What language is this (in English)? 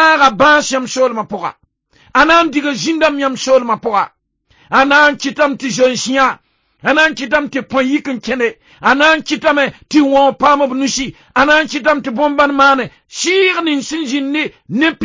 Mossi